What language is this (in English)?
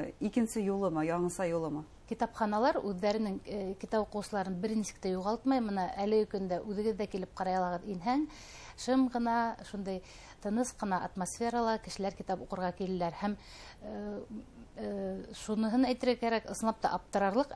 Bashkir